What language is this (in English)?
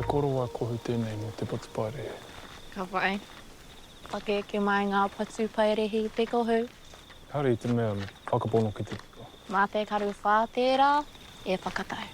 Māori